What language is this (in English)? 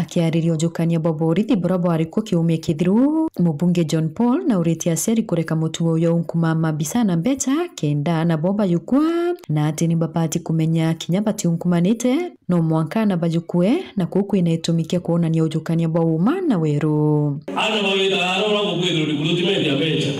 Meru